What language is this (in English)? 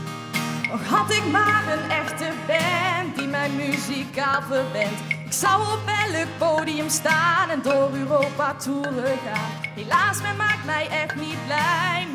Dutch